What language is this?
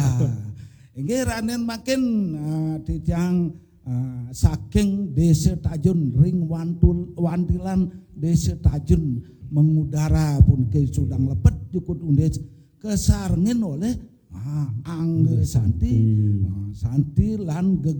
Balinese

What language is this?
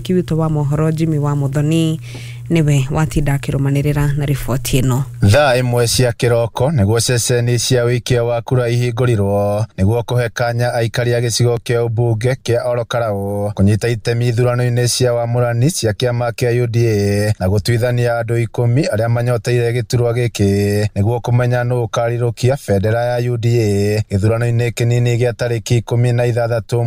Kikuyu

